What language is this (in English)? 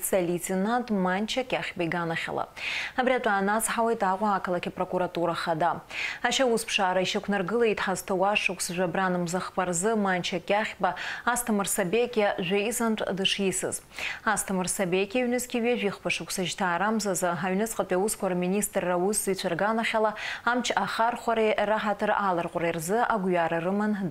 Abkhazian